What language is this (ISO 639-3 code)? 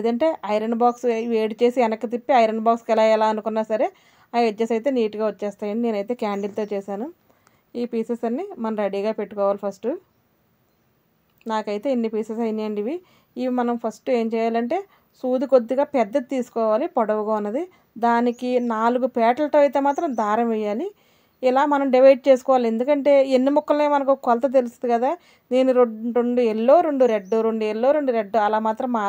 tel